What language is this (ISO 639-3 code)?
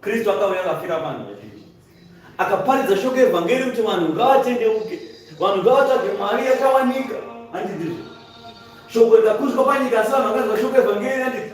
sna